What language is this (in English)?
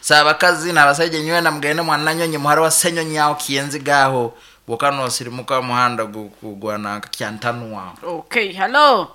Nyankole